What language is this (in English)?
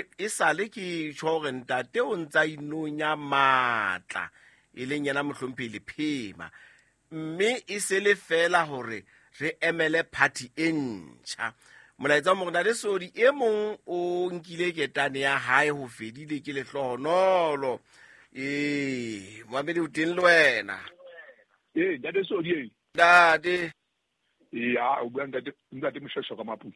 Southern Sotho